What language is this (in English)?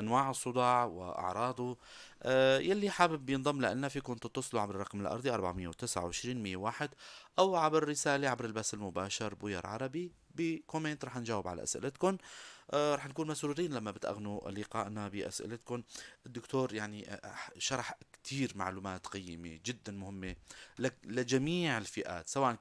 North Levantine Arabic